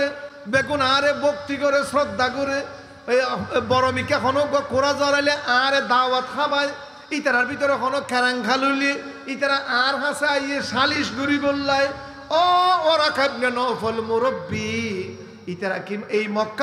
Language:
Rohingya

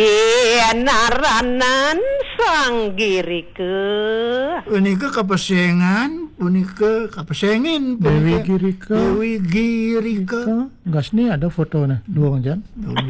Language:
Balinese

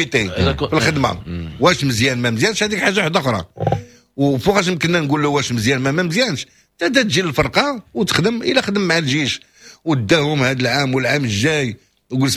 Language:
Moroccan Arabic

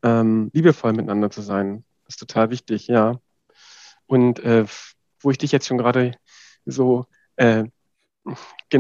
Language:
German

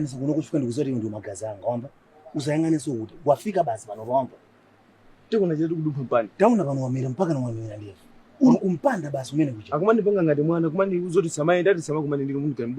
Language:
Nyanja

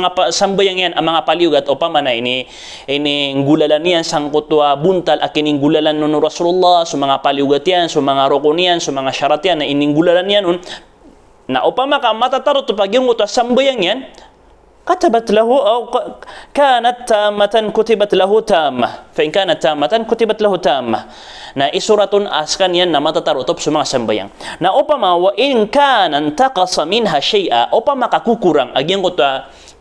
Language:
Maranao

